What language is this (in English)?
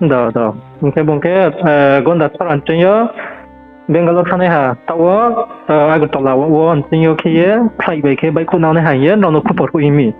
Riang (India)